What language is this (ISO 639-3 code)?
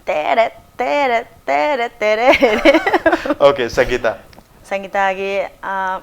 mni